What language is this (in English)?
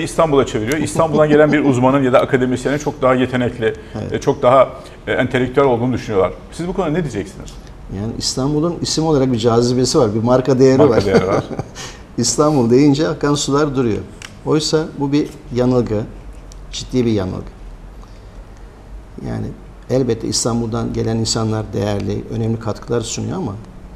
Turkish